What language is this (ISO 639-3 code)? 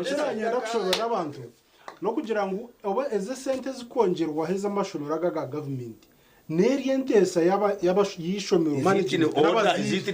nyn